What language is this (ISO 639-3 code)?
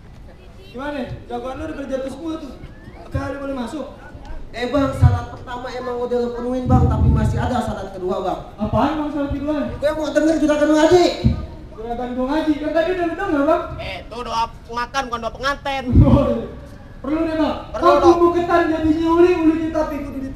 bew